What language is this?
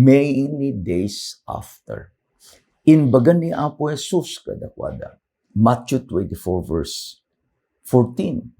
Iloko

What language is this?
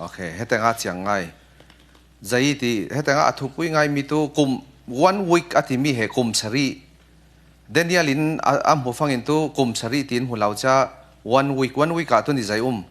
Falam Chin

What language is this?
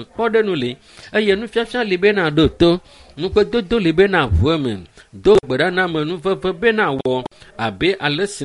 Ewe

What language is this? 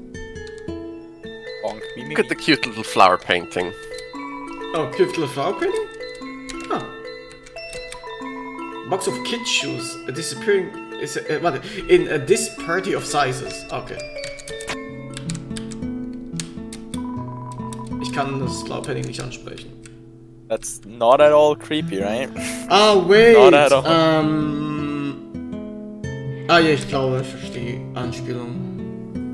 German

